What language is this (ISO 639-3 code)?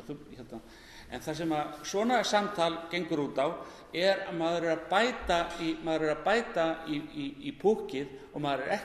isl